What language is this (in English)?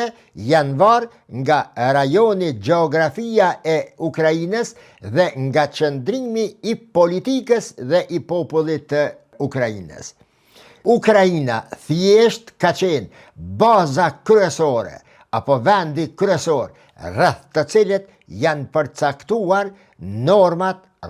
Albanian